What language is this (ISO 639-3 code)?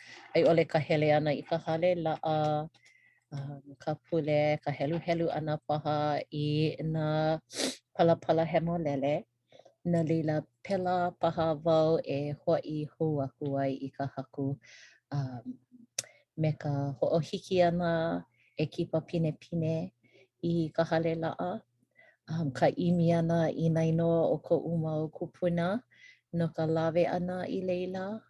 haw